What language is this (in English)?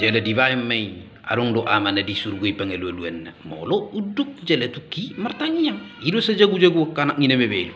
Batak Toba